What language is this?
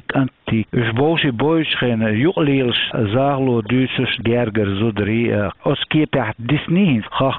Chechen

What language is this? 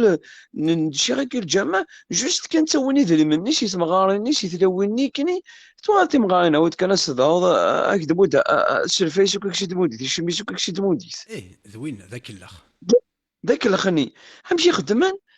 Kabyle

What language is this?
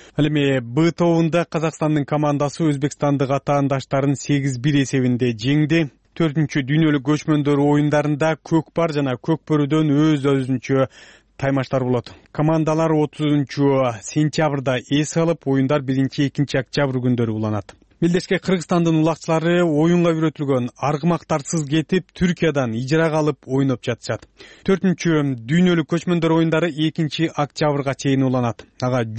Kyrgyz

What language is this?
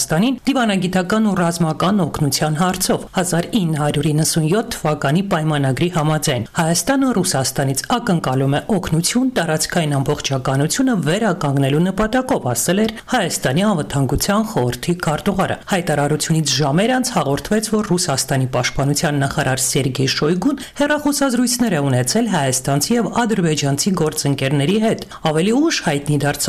Armenian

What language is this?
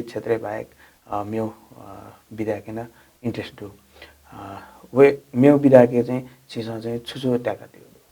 Newari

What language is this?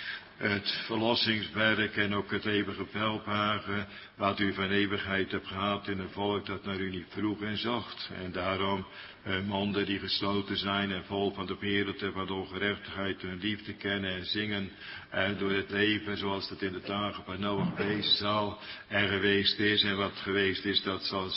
Dutch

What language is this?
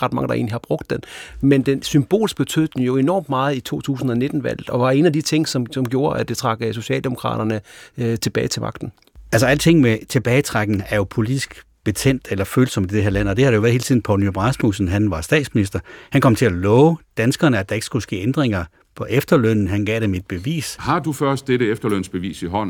Danish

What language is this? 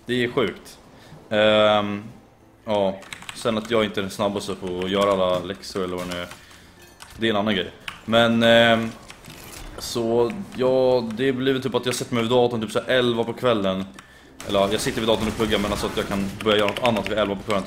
Swedish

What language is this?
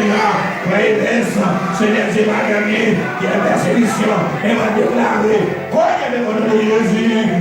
Haitian Creole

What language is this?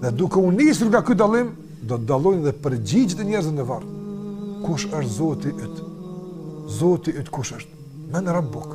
Albanian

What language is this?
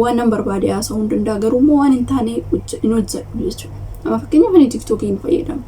Oromo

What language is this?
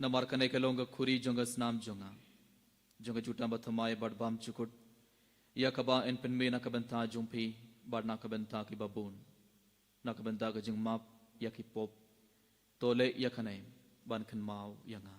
Khasi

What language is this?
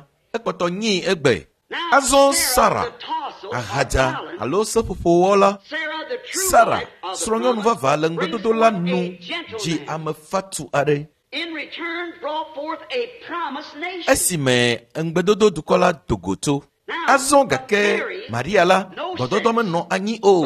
Ewe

